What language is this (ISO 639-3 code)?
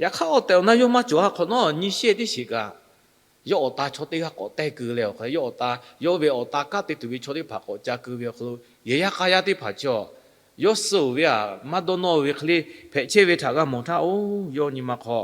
lhu